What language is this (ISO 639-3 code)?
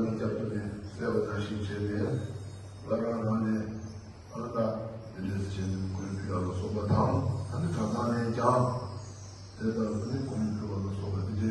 bod